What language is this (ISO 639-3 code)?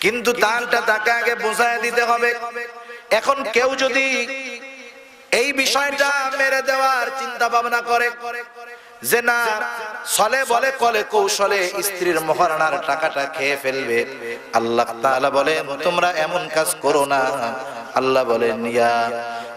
ben